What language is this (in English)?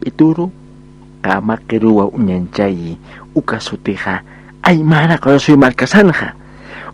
Aymara